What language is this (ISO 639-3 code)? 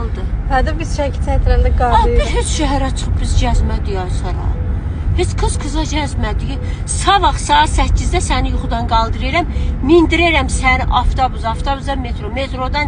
aze